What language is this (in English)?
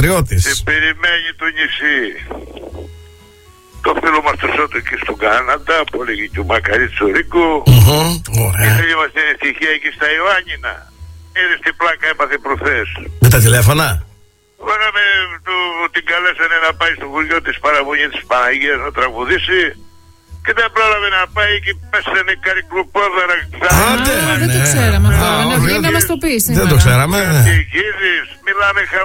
Greek